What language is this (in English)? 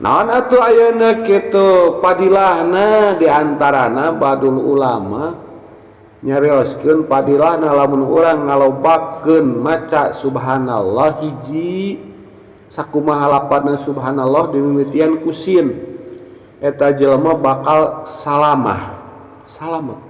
Sundanese